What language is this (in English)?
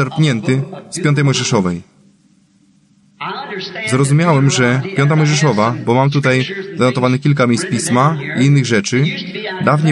Polish